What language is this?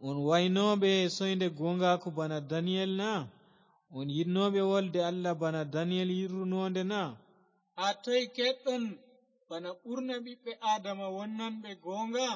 Fula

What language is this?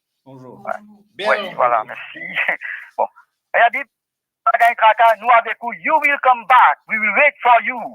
Morisyen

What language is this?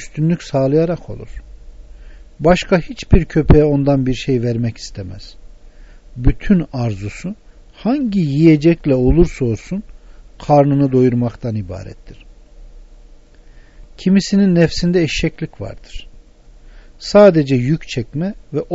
Turkish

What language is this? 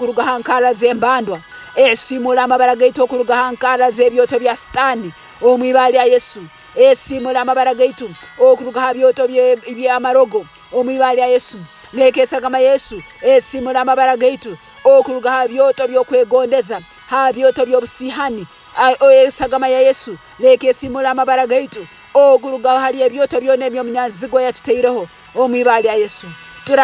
Tooro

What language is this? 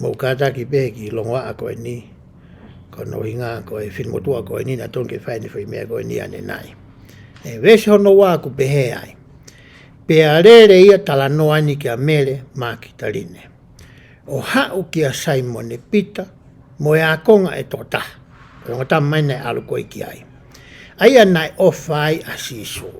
Tongan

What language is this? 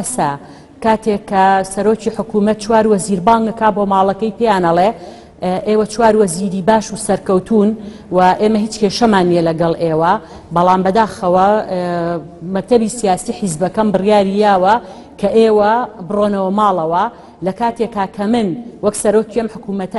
Central Kurdish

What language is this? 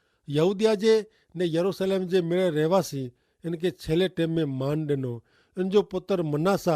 Kachhi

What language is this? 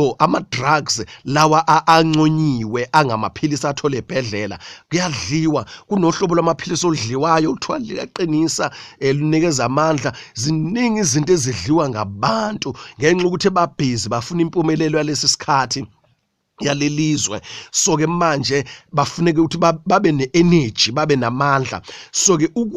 Zulu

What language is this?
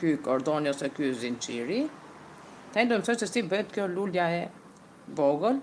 Albanian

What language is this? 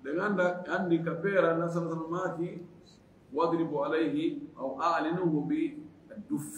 Fula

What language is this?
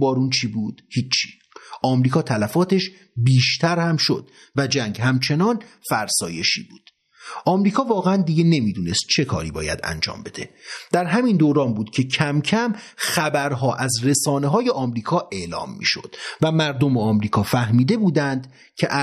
Persian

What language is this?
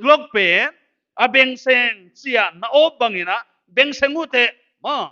Paite Chin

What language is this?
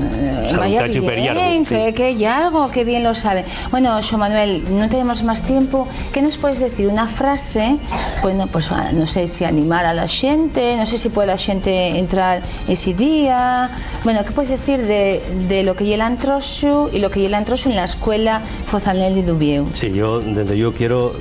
Asturian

